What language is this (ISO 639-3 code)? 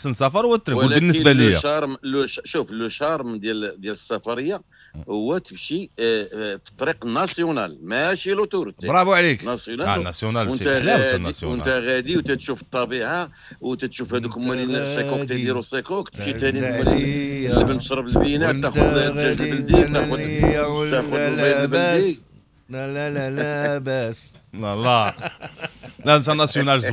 ary